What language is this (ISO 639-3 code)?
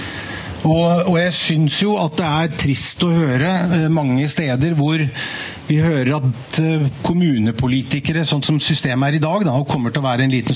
nor